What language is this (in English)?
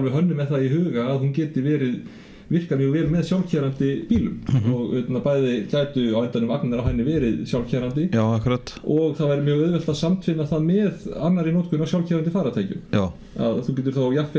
Icelandic